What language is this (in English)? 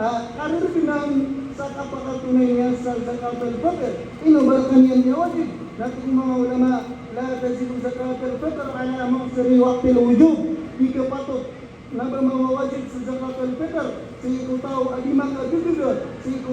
Maranao